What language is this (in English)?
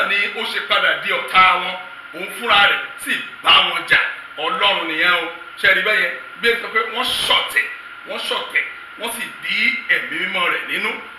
Yoruba